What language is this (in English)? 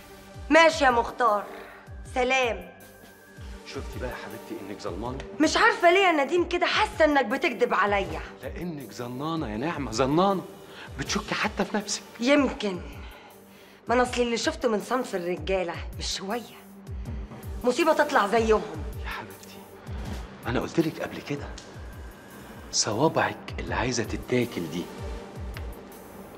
Egyptian Arabic